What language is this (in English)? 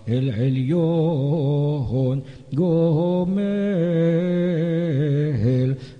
Hebrew